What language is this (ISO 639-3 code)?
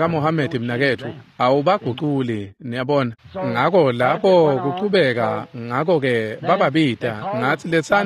ssw